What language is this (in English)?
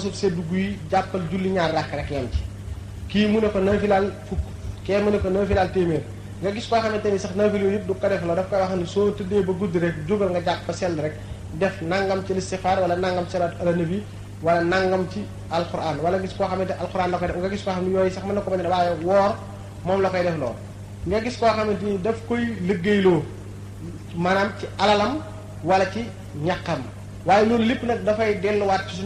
Wolof